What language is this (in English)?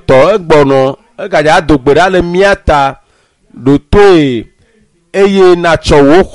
Ewe